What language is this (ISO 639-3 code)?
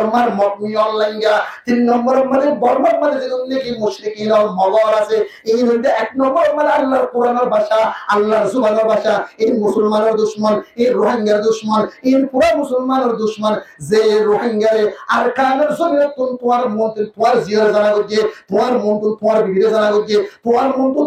rhg